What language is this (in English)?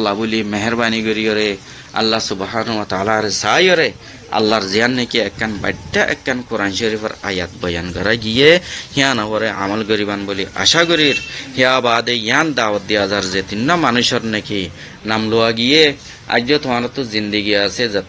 Rohingya